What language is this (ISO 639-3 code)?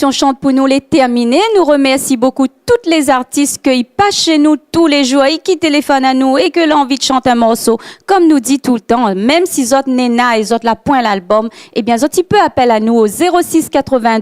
rcf